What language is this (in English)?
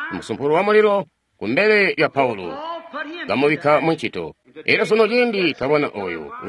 Tonga (Zambia)